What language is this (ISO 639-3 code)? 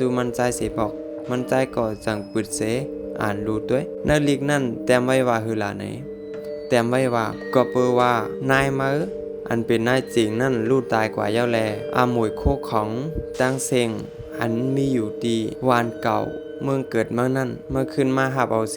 shn